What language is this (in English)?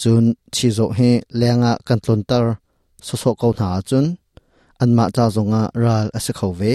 Hakha Chin